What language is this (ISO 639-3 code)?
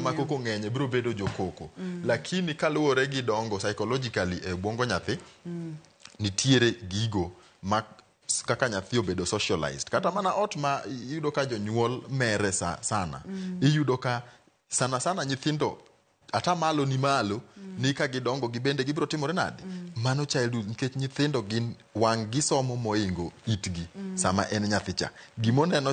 luo